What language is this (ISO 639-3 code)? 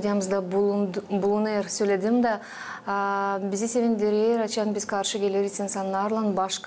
gag